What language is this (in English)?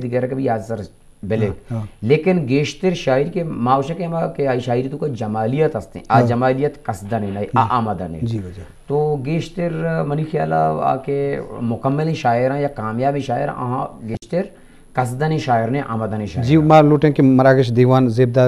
Eastern Balochi